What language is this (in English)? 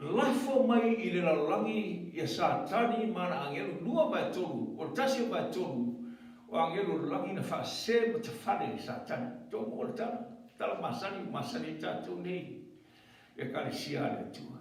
Samoan